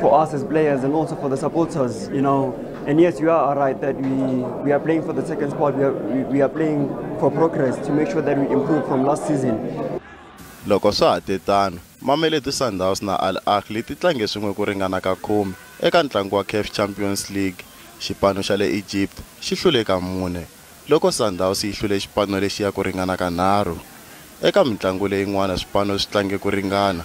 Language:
Tsonga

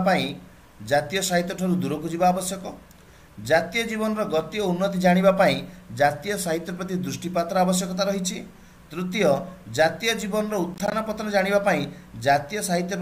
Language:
Odia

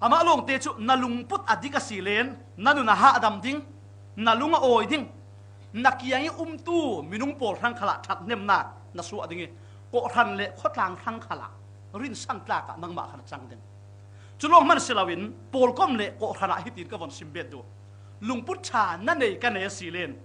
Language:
Falam Chin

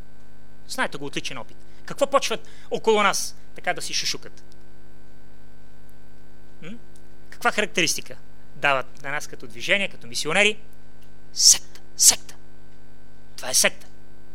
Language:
Bulgarian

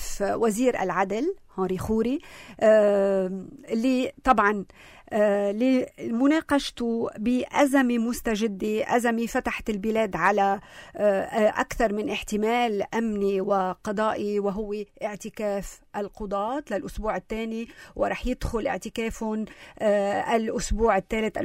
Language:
North Levantine Arabic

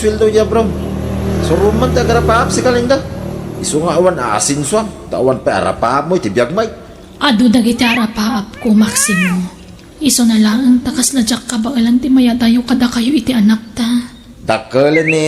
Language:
Iloko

